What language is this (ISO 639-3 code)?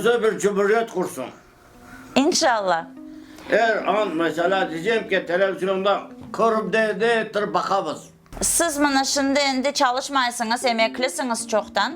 crh